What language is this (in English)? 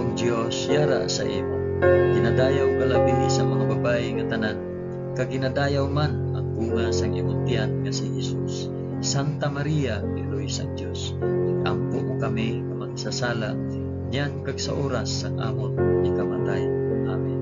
Hiligaynon